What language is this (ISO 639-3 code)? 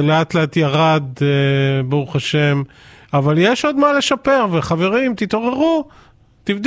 heb